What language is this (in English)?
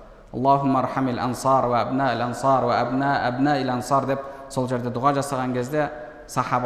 Kazakh